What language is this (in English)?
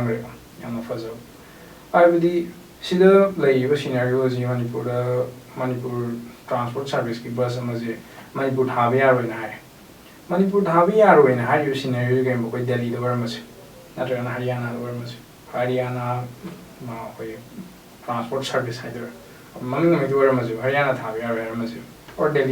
Manipuri